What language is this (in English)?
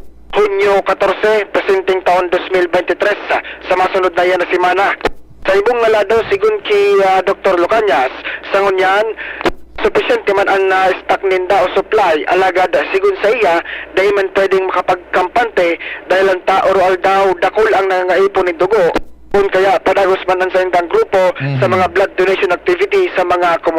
Bikol